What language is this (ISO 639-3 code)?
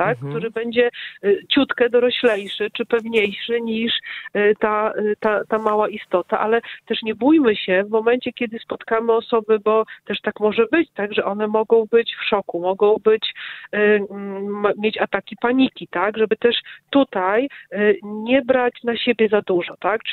pol